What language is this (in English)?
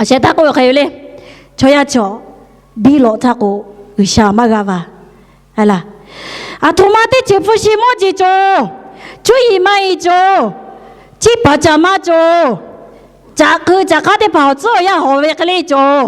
Lahu